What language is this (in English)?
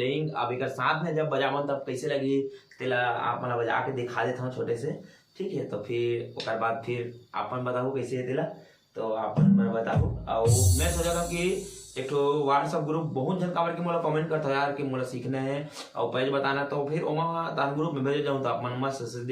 Chhattisgarhi